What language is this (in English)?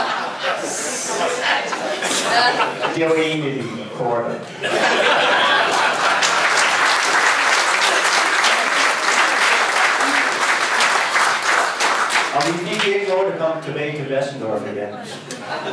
Danish